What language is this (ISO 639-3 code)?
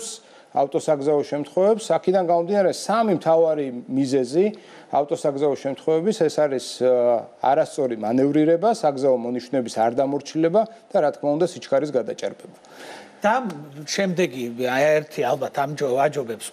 kat